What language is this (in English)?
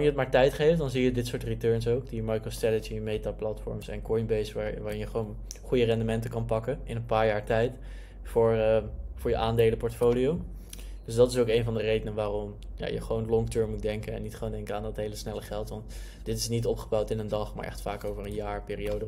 Dutch